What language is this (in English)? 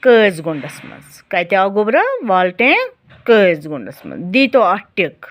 Kashmiri